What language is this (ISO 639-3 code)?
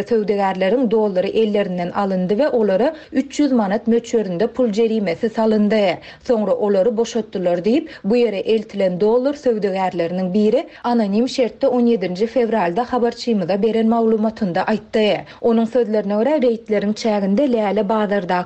tuk